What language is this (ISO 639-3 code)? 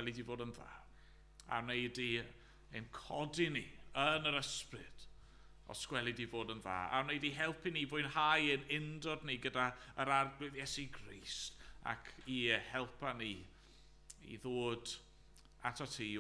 cym